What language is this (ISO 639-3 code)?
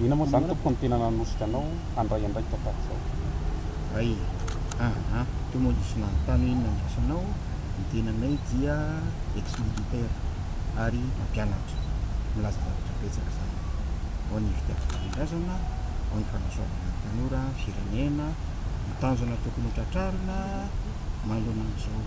mlg